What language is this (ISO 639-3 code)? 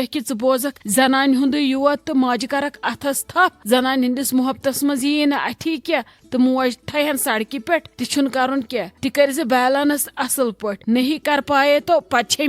kas